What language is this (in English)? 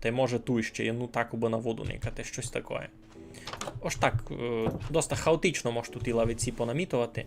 Rusyn